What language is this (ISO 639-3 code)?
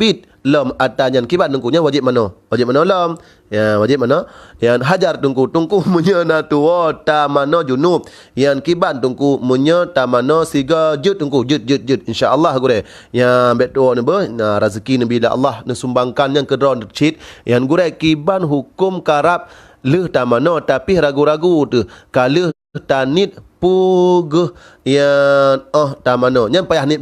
ace